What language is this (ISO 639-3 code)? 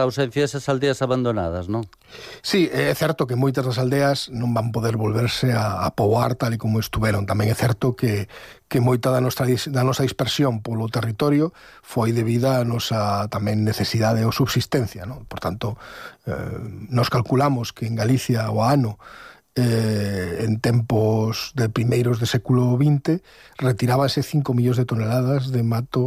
glg